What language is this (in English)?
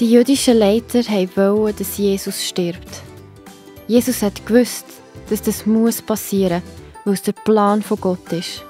Swiss German